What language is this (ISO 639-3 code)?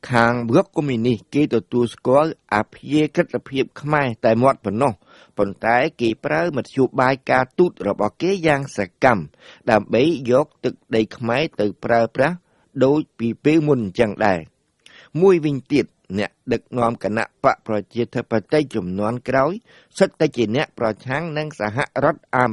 khm